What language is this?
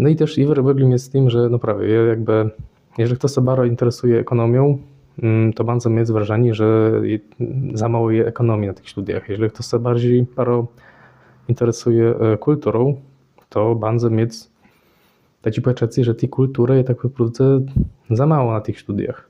Kashubian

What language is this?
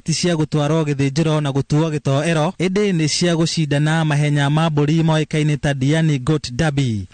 Kikuyu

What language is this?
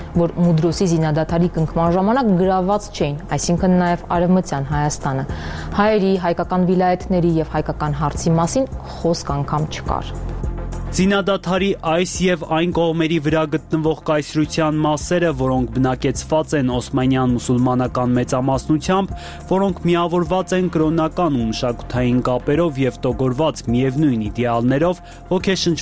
Armenian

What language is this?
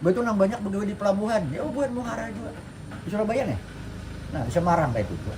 Banjar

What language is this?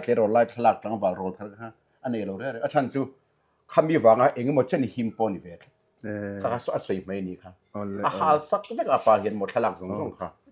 Mizo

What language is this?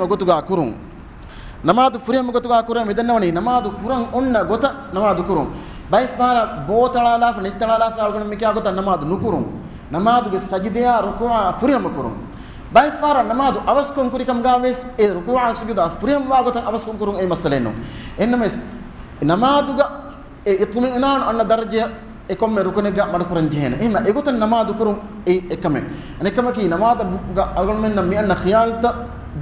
Divehi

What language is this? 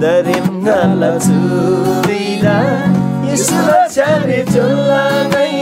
Eastern Tamang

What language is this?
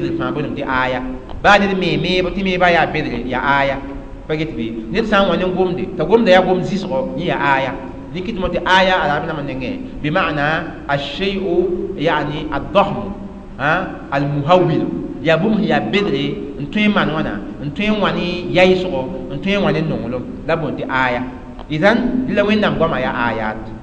Mossi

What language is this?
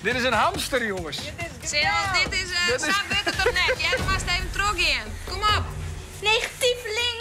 Western Frisian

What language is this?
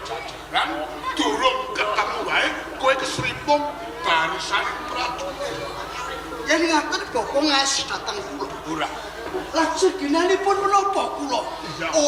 Javanese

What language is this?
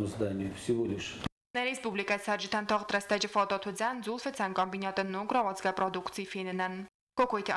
Ossetic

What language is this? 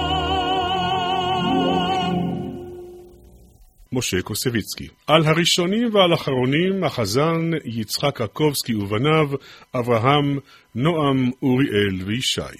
Hebrew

